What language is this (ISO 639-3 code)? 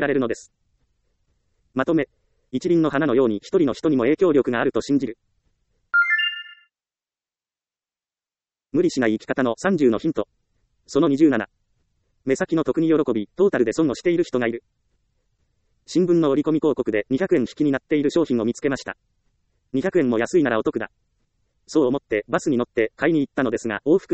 jpn